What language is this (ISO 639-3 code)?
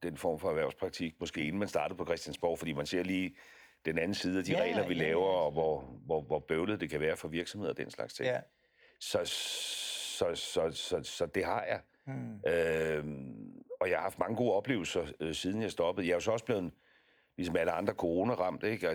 dan